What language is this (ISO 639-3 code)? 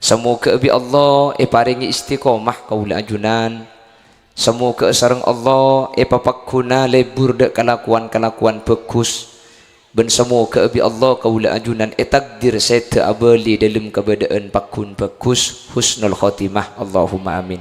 mad